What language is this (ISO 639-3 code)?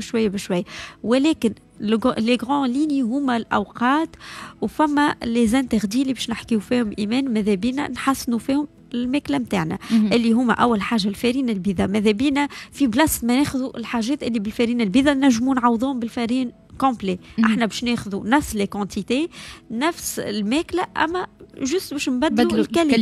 aeb